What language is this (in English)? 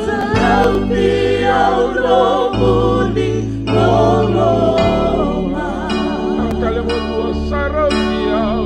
Fijian